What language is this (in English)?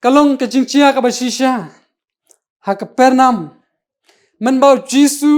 Khasi